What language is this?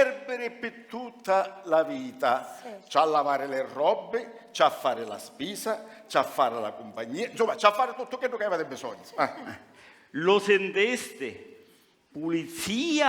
Sicilian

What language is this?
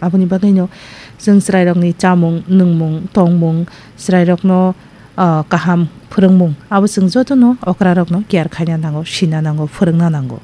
Kok Borok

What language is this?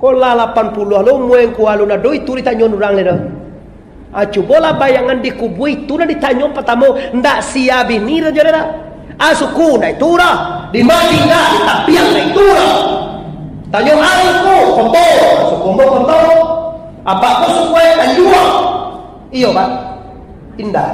Minangkabau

